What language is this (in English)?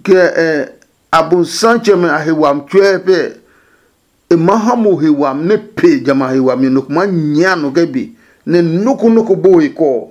Adangme